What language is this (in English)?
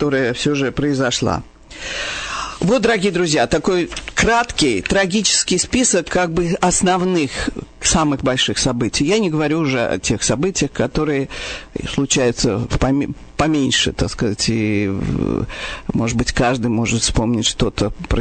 Russian